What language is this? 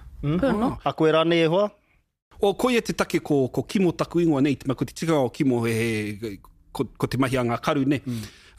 Māori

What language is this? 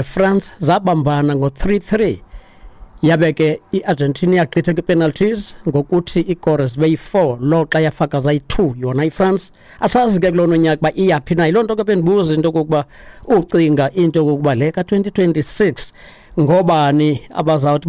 Xhosa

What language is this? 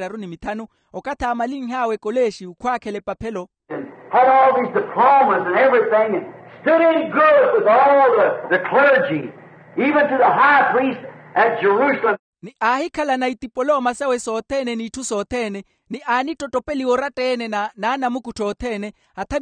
Makhuwa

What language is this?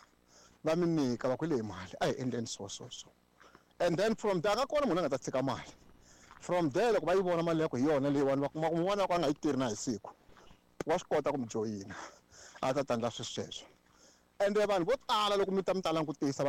Tsonga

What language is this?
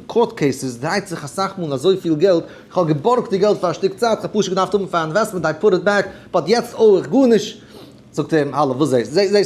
Yiddish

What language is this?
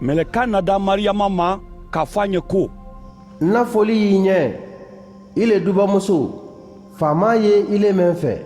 Mandingo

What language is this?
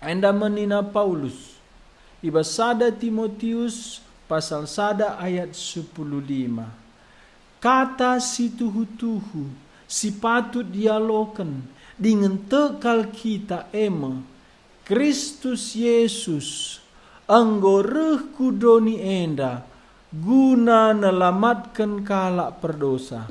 Batak Karo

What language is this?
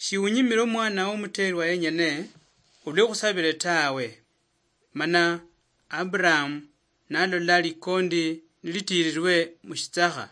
Luyia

